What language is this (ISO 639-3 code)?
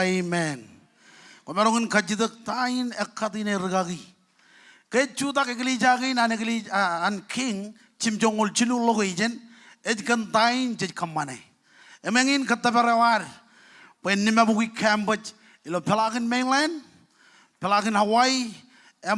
mah